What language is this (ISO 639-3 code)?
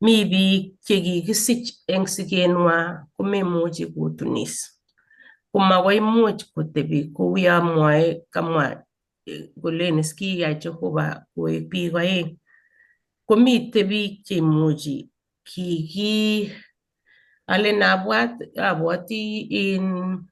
kln